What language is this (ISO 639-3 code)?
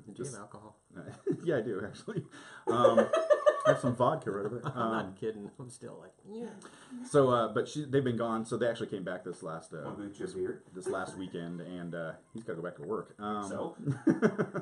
eng